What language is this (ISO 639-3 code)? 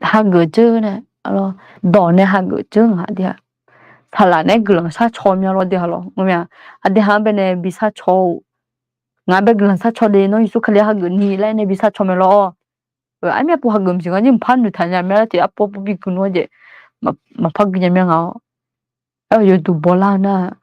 ahk